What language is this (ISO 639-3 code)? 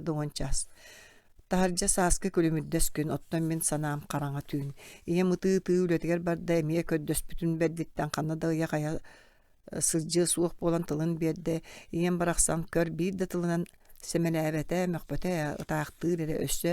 sah